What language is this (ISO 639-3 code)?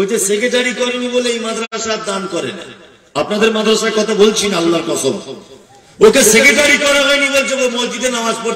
ben